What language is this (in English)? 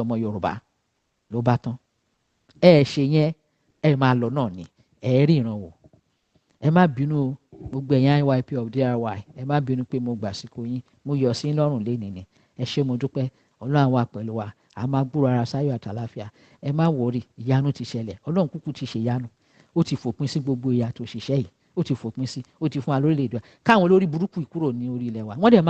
Yoruba